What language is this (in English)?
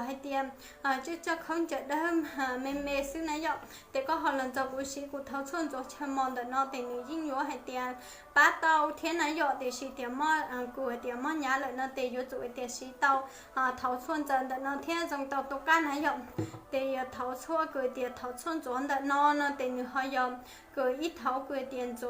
Hmong